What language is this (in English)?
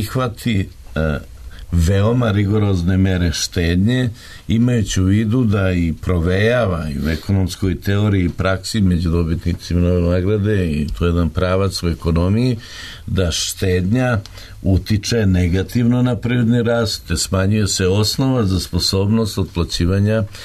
Serbian